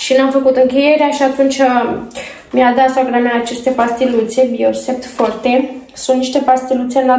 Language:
Romanian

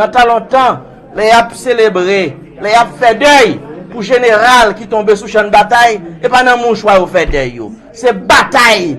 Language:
Haitian Creole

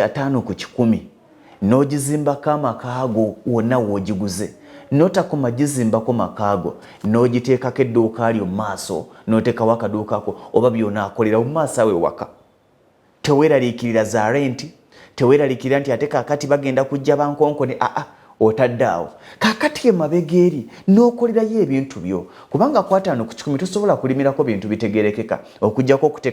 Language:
Ganda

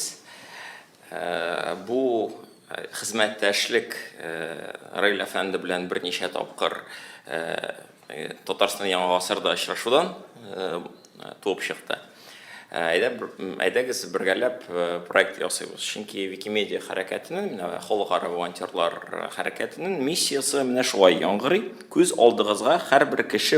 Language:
Tatar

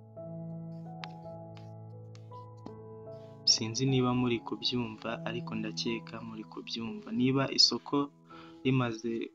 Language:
Kinyarwanda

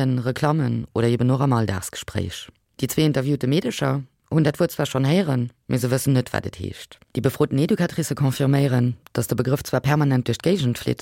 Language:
Luxembourgish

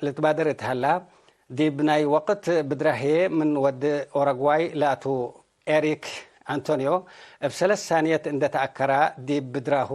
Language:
Tigre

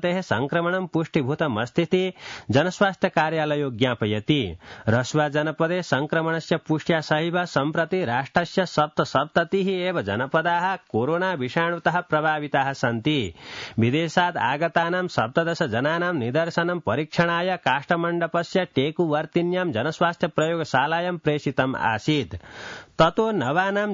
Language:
Sanskrit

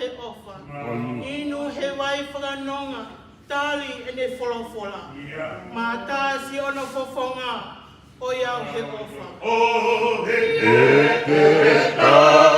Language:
Tongan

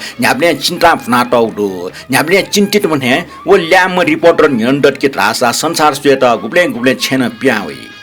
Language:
Newari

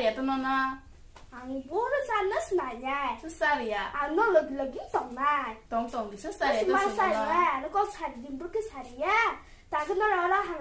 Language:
Kok Borok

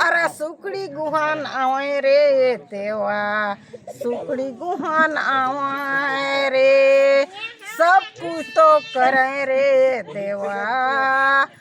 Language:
Chhattisgarhi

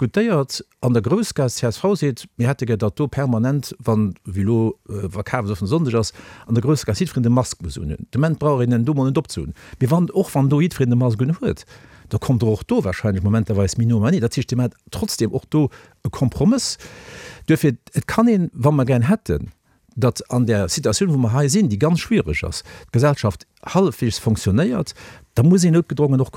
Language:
Luxembourgish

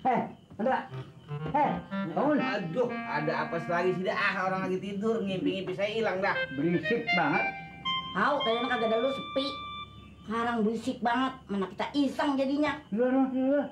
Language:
Betawi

